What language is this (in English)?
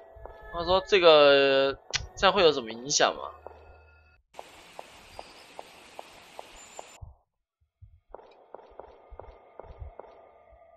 Chinese